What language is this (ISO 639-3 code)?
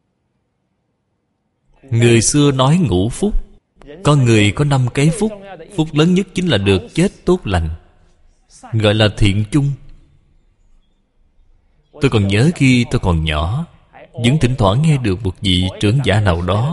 vie